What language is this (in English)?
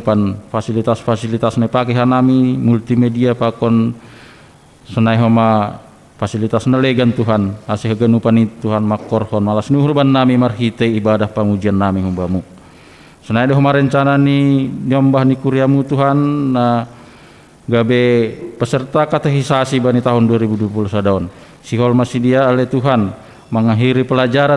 Batak Simalungun